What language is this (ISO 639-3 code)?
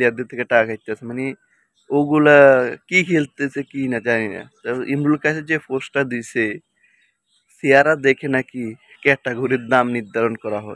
ben